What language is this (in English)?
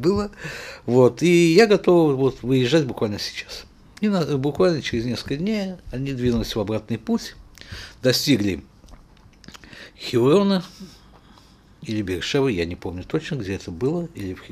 Russian